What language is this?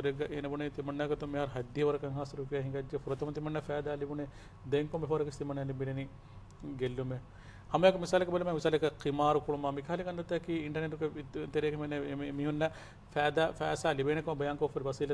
Divehi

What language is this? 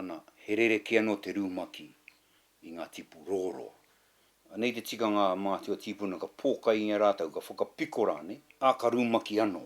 Māori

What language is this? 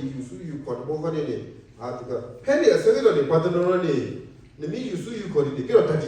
S'gaw Karen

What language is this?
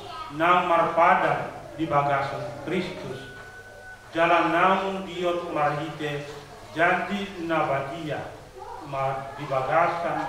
Batak Toba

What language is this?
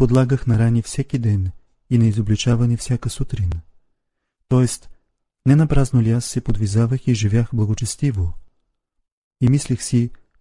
Bulgarian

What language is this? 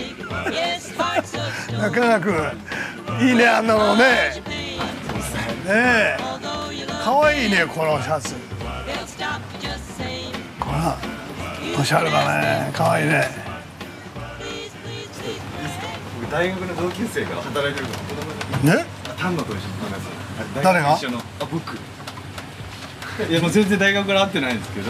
Japanese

